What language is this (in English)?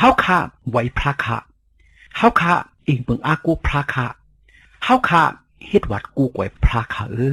Shan